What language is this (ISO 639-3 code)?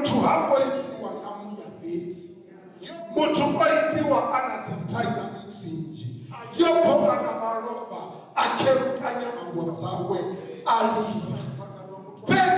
ven